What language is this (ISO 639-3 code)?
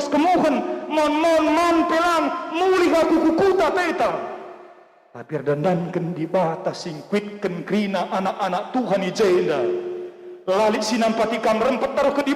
btx